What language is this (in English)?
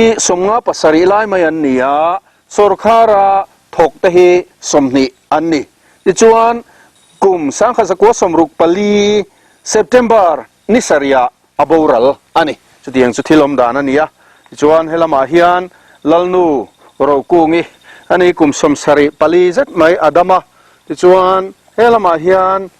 Mizo